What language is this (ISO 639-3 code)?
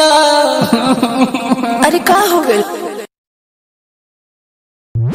bho